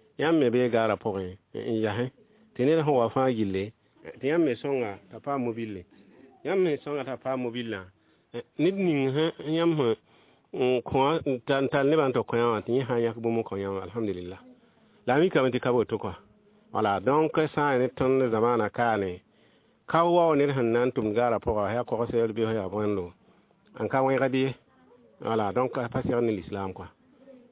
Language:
Mossi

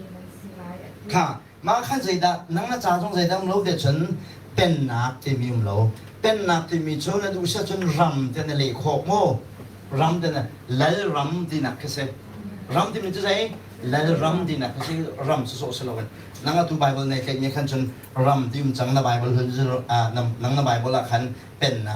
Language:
Hakha Chin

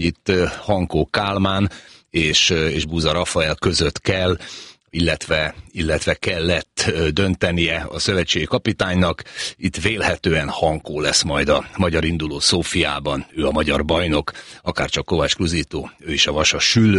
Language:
Hungarian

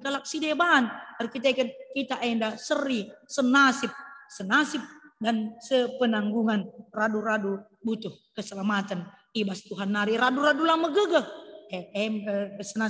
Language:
Batak Karo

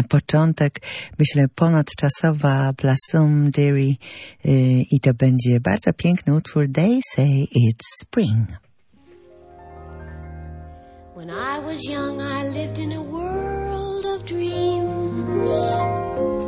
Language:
Polish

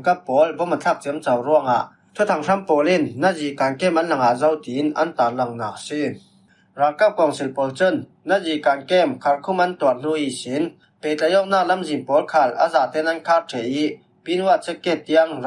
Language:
Falam Chin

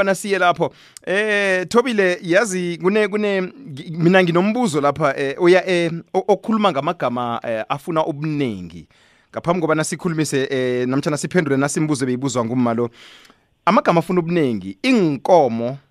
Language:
South Ndebele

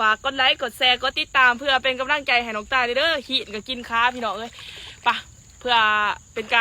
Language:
Lao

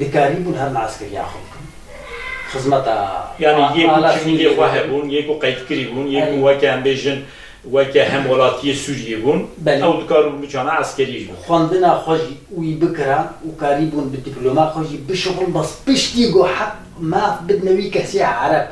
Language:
Kurdish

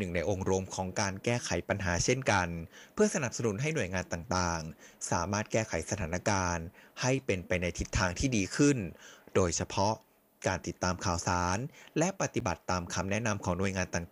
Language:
Thai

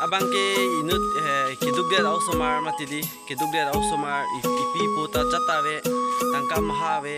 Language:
Karbi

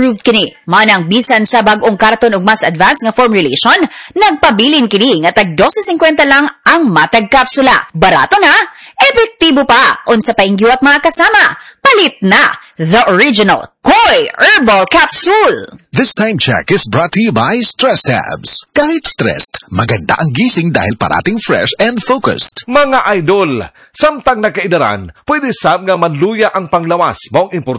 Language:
Cebuano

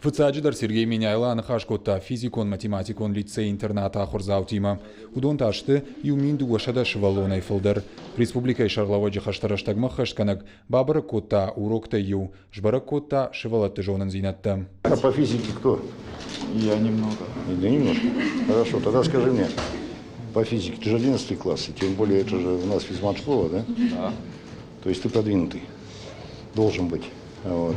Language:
Ossetic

